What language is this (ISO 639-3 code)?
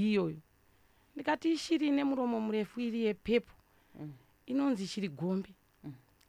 sna